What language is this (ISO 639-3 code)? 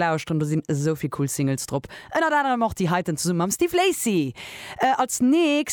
ltz